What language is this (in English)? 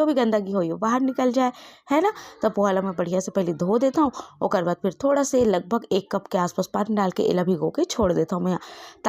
Chhattisgarhi